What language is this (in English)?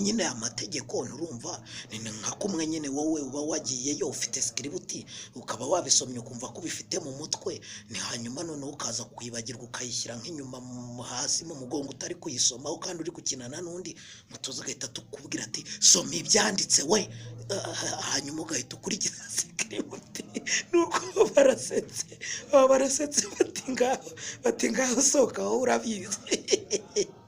Kinyarwanda